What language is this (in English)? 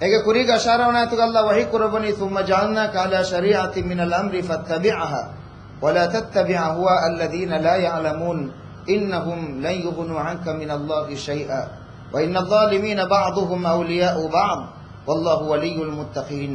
Divehi